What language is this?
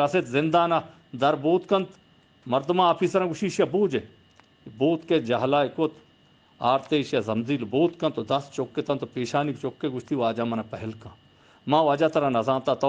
Eastern Balochi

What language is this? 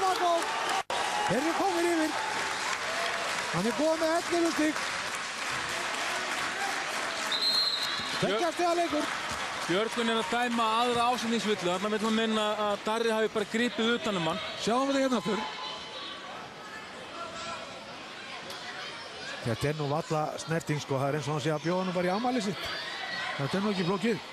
Icelandic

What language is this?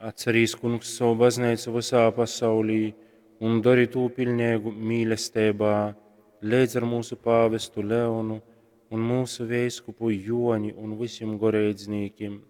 Latgalian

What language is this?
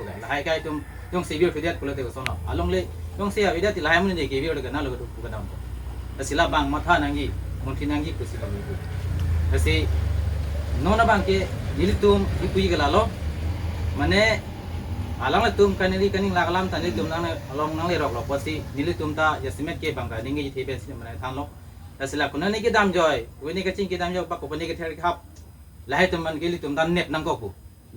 Karbi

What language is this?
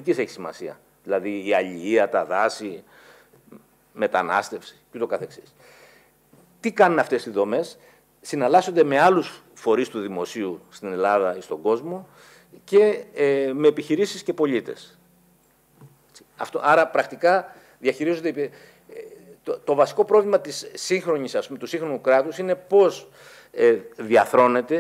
Greek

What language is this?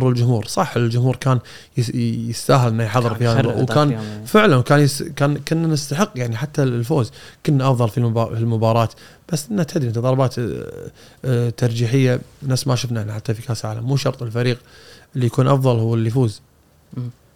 Gulf Arabic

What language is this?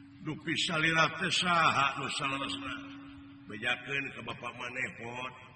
Sundanese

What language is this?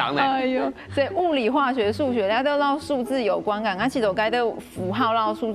Hakka Chinese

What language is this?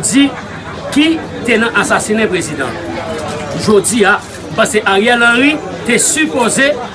Haitian Creole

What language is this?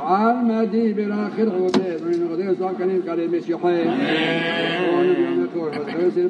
Hebrew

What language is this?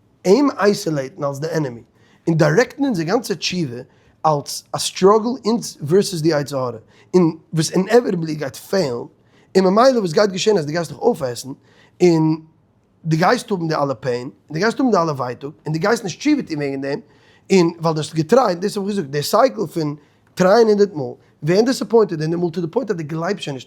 Yiddish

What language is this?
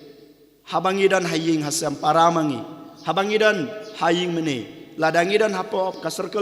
Khasi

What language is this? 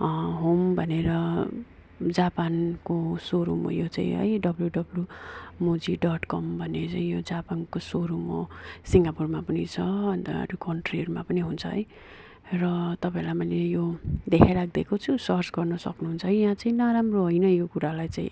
Nepali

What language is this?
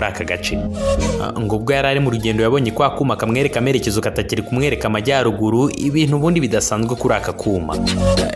Kinyarwanda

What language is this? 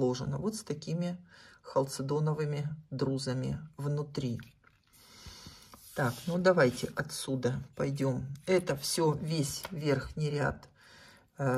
Russian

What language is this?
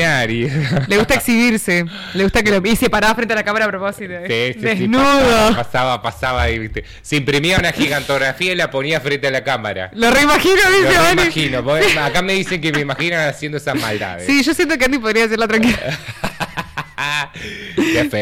Spanish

